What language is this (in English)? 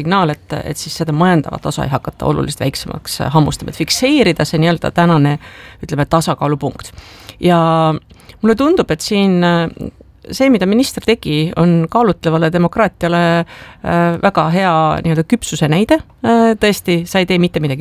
Estonian